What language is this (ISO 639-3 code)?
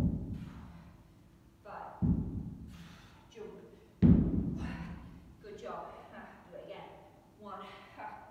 eng